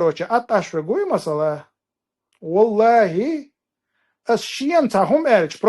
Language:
Chechen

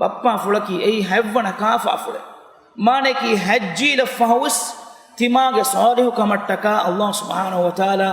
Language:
Divehi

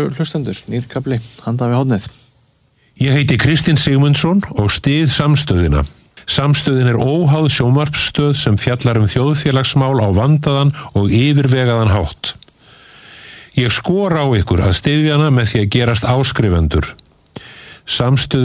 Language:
Icelandic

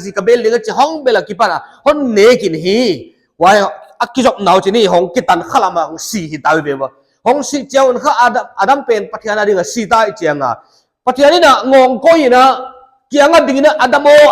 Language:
Paite Chin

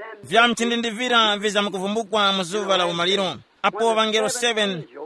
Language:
Tumbuka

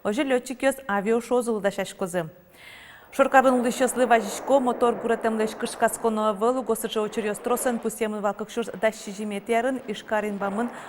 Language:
Udmurt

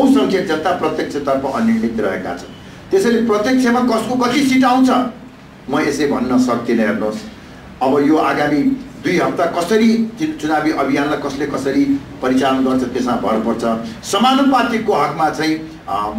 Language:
Nepali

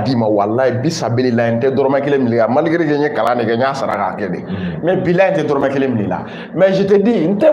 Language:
Bambara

